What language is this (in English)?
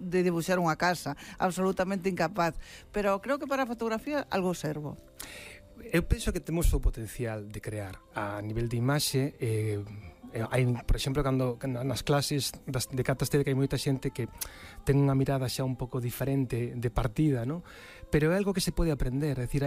Galician